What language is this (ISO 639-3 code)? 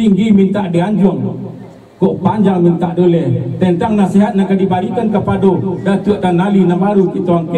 min